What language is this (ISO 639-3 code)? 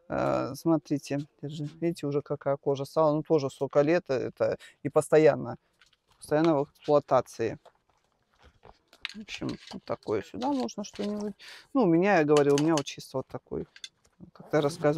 rus